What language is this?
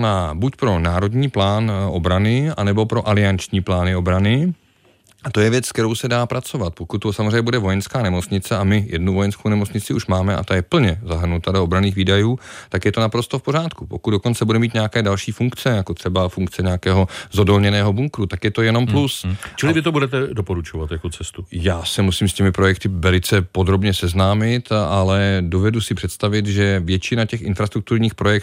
Czech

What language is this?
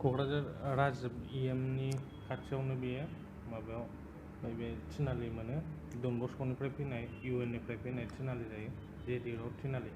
Bodo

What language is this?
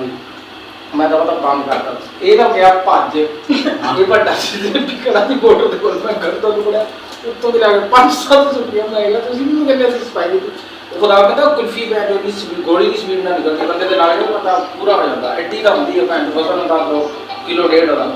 Saraiki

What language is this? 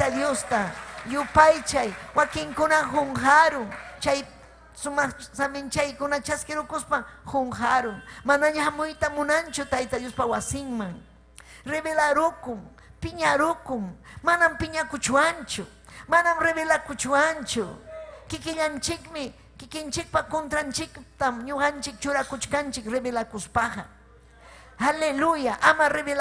Ayacucho Quechua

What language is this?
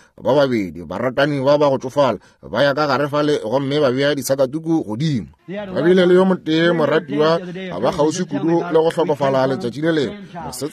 Northern Sotho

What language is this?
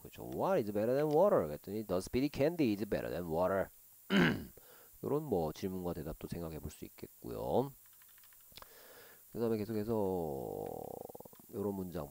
Korean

